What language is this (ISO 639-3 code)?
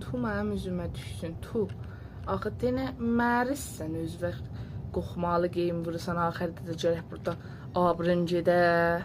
azb